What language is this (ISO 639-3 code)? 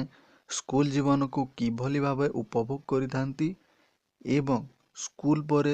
ori